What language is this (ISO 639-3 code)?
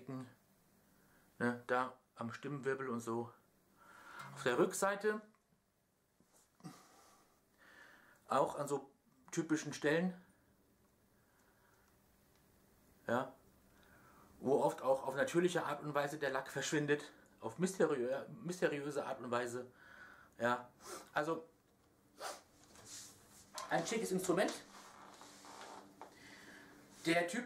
deu